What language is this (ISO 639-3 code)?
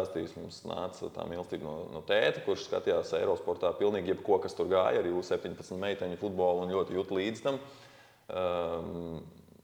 lav